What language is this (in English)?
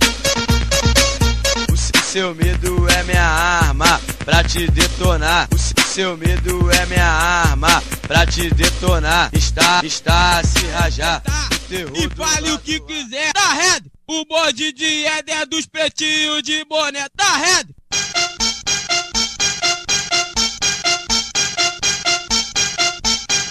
Portuguese